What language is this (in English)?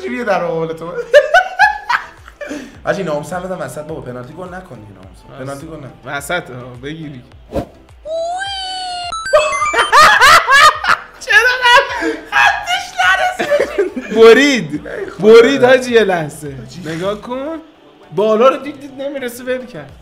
Persian